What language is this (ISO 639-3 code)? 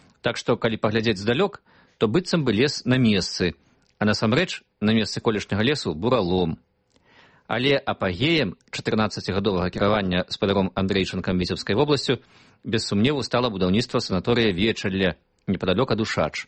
bel